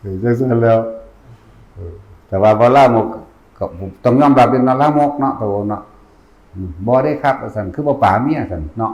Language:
Northeastern Thai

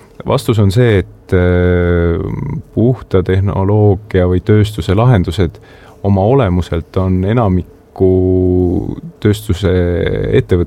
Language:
Estonian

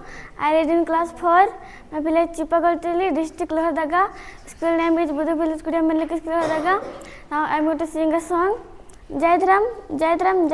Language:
Kurukh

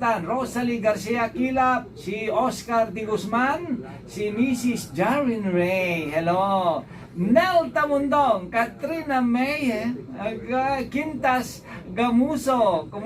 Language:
Pangasinan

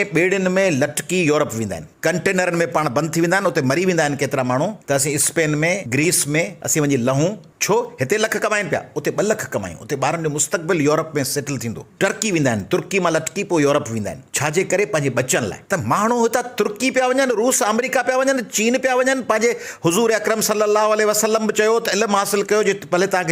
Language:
Sindhi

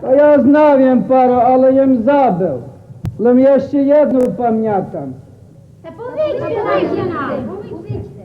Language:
Rusyn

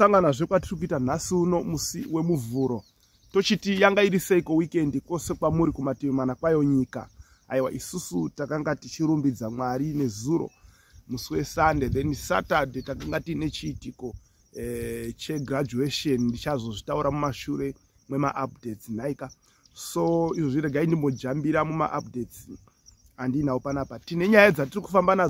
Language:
Shona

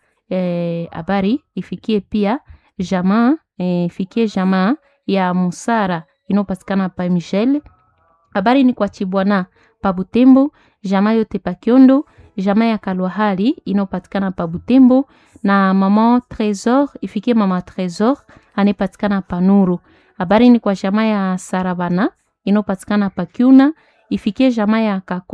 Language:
Swahili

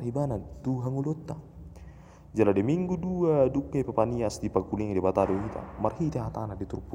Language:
Batak Toba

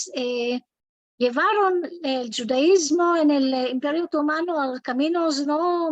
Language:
Ladino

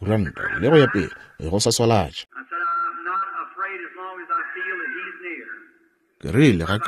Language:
Northern Sotho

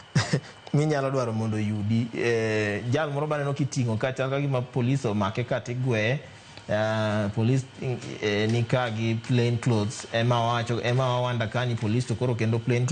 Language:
Luo (Kenya and Tanzania)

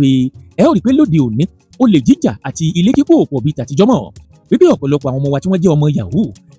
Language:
Yoruba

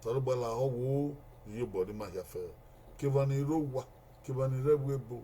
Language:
Bini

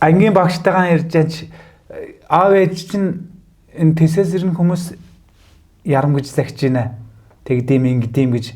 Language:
Mongolian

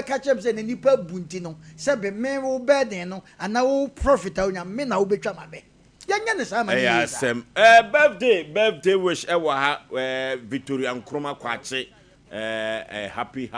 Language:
Akan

